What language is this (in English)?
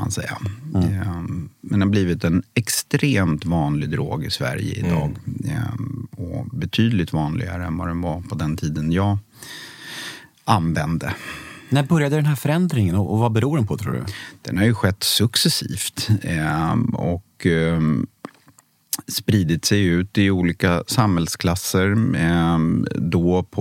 Swedish